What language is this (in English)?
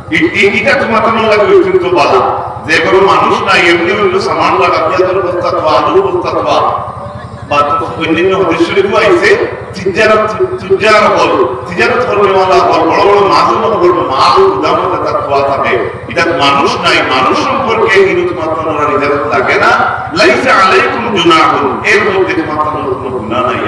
Sylheti